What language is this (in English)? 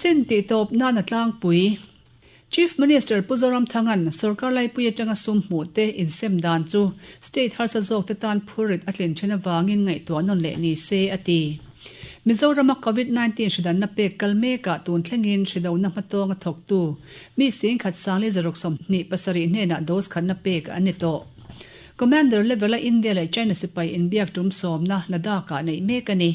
Mizo